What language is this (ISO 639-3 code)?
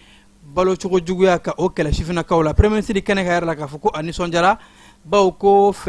bam